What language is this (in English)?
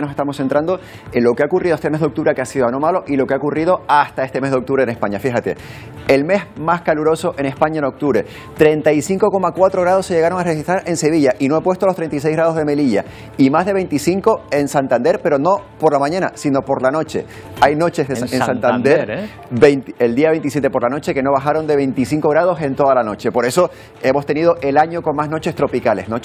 Spanish